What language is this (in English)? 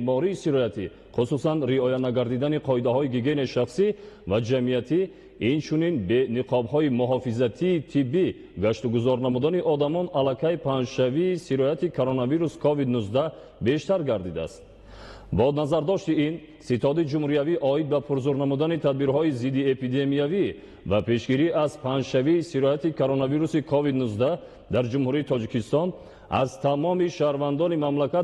Tajik